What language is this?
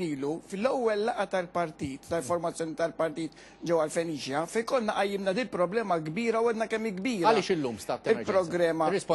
Maltese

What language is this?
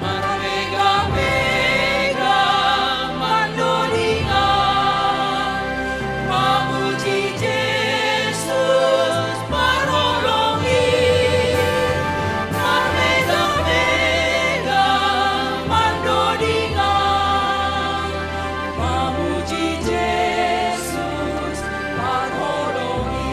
Batak Simalungun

